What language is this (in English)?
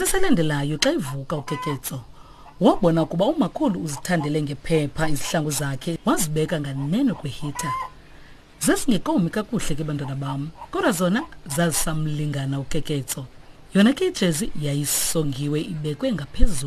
Xhosa